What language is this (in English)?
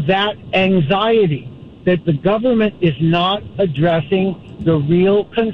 English